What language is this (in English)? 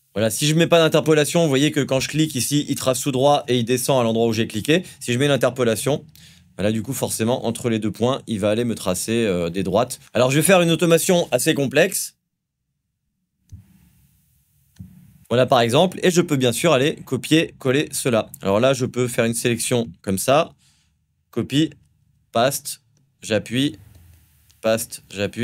French